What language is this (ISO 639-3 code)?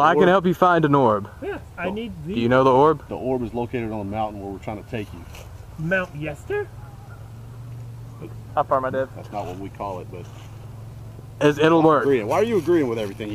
eng